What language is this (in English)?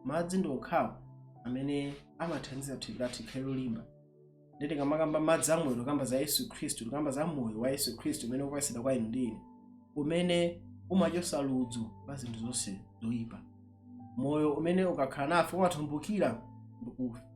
Nyanja